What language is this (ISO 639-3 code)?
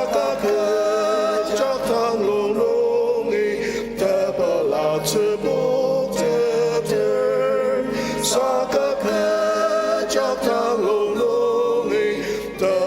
njo